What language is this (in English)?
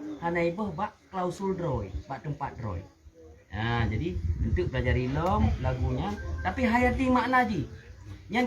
Achinese